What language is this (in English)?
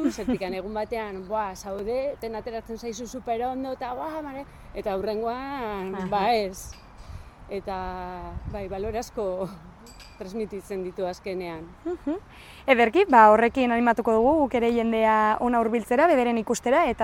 Basque